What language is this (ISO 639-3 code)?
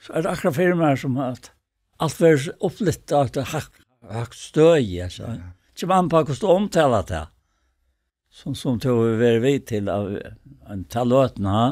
fao